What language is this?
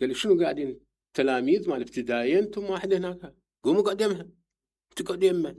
Mesopotamian Arabic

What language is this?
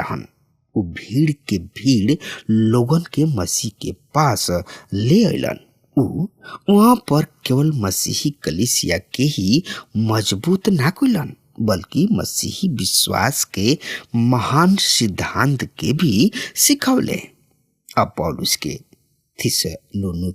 Bhojpuri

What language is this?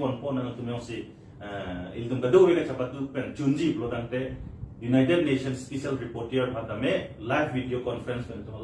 Karbi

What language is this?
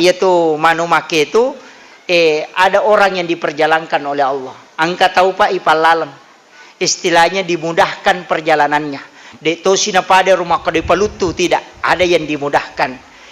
Buginese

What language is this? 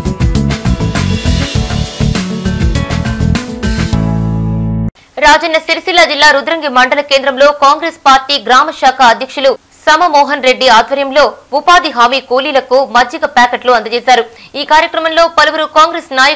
Telugu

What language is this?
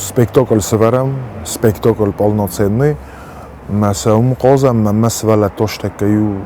Ossetic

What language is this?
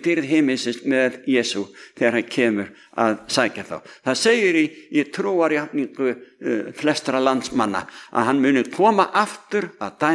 Icelandic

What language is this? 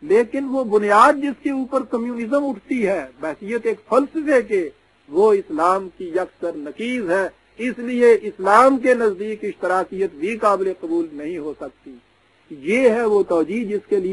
Urdu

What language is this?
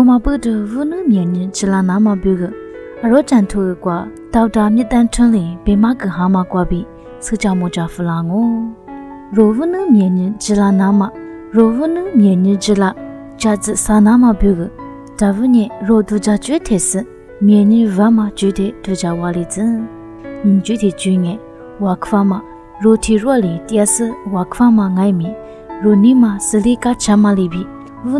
Lisu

